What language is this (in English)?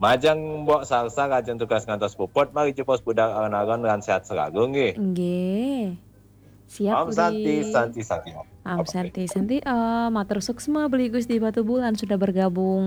Balinese